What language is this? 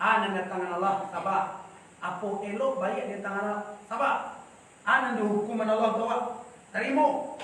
Minangkabau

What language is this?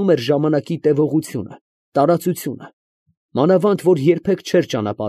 Armenian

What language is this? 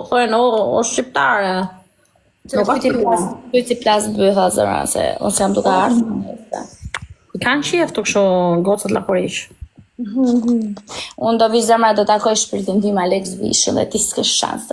Albanian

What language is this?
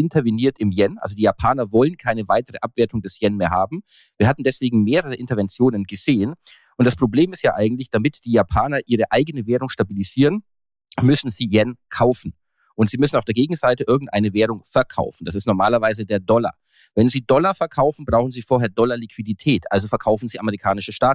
German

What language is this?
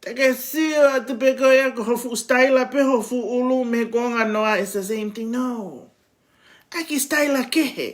Tongan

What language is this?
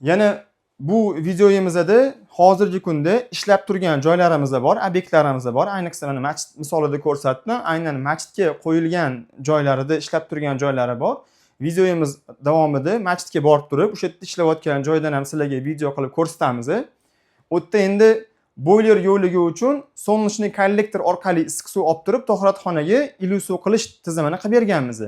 Uzbek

